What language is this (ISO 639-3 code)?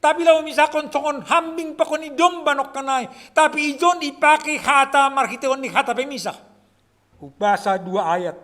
bts